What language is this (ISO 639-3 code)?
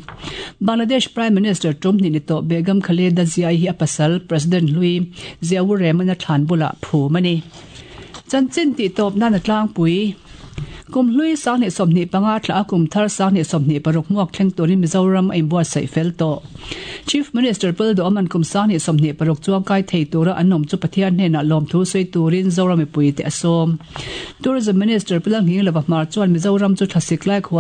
lus